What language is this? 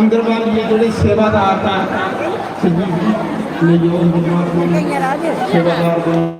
Dogri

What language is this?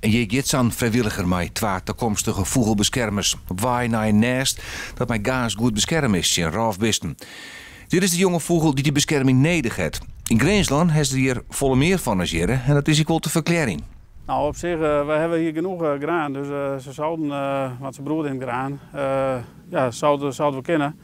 Western Frisian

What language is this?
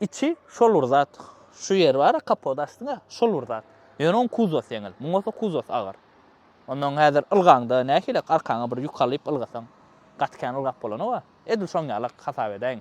Turkmen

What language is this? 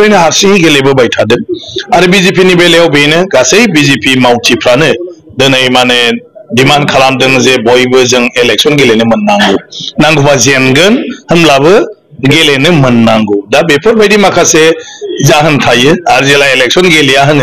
Bodo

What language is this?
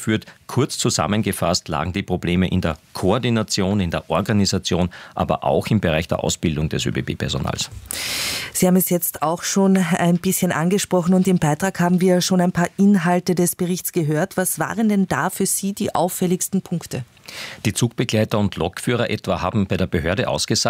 German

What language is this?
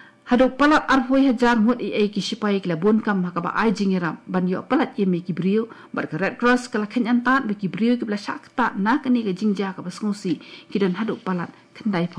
Khasi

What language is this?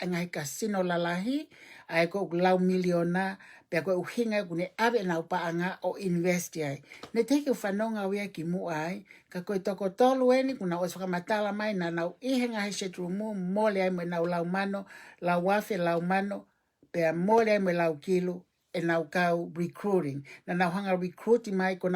Tongan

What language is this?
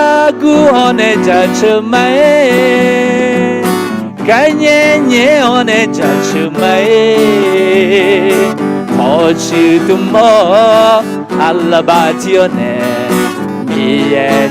Akha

